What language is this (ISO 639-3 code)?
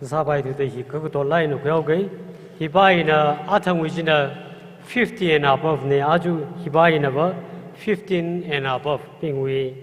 nmf